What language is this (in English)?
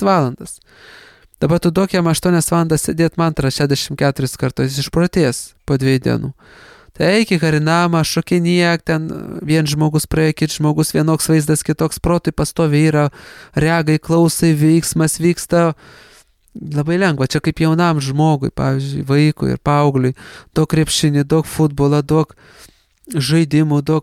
Lithuanian